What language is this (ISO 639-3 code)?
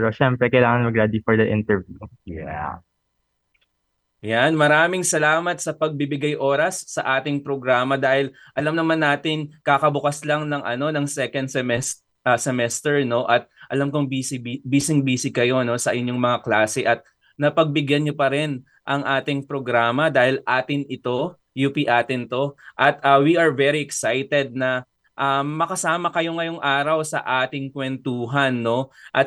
fil